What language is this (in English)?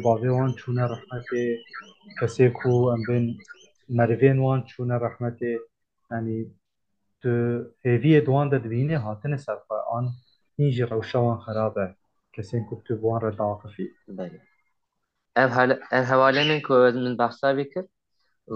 Kurdish